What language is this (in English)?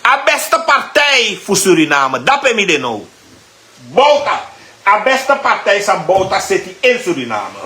Sranan Tongo